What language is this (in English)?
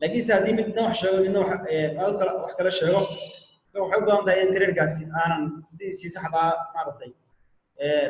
Somali